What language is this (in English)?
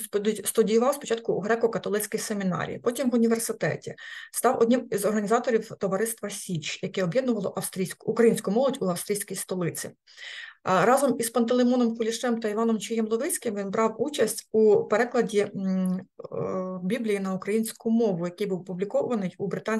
Ukrainian